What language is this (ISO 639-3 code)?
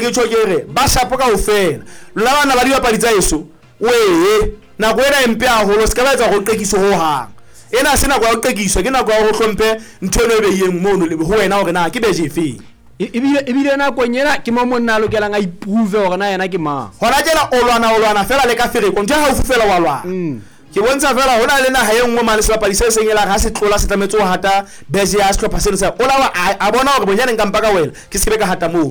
sot